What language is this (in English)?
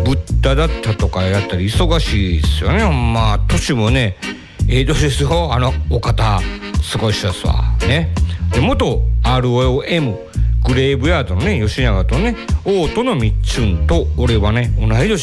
Japanese